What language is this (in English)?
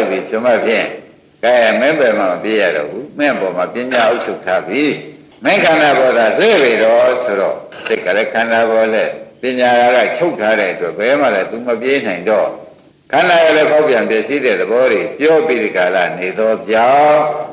Burmese